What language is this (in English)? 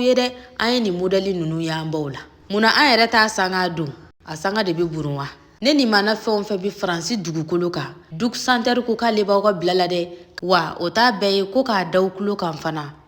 Bambara